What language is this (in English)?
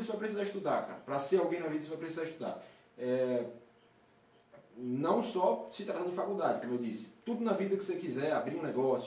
Portuguese